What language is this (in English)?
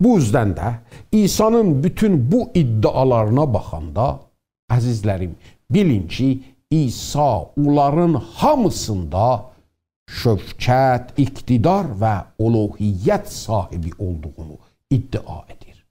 South Azerbaijani